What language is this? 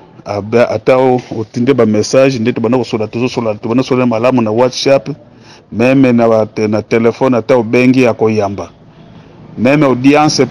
Lingala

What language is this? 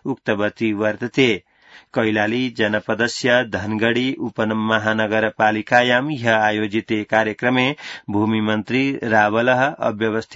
Sanskrit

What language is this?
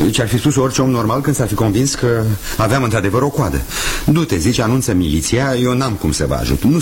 Romanian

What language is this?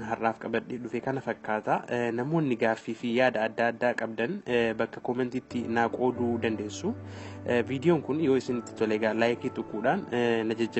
Oromo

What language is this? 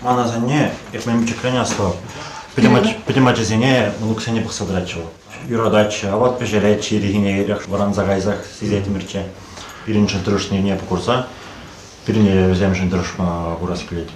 Chuvash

